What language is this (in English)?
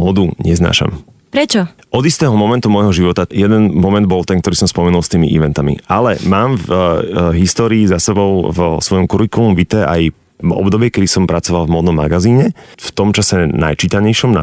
Slovak